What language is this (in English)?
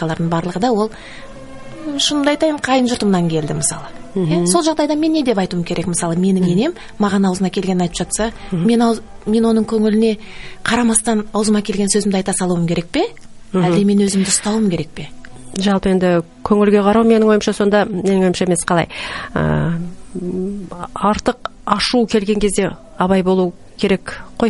Kazakh